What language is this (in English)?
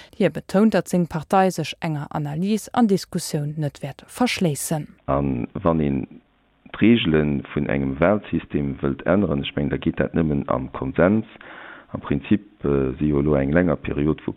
Luxembourgish